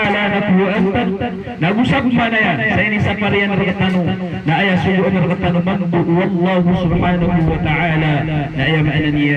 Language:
Maranao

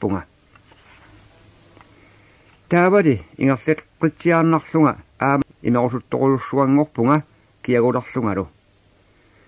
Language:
Kalaallisut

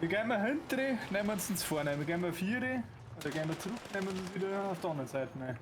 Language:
Bavarian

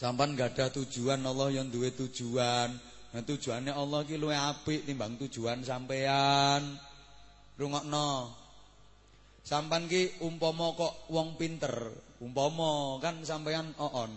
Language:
Javanese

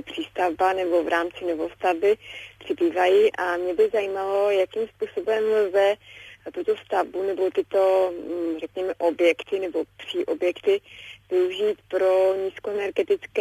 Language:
Czech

